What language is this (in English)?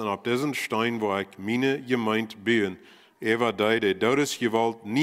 Plautdietsch